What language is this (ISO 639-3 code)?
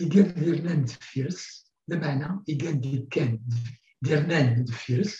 kab